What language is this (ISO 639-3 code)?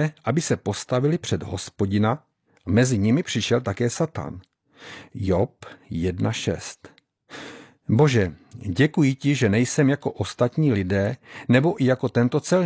ces